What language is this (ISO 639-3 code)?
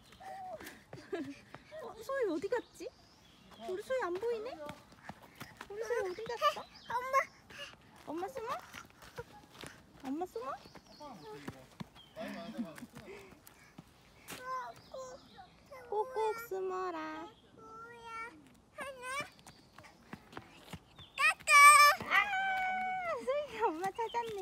kor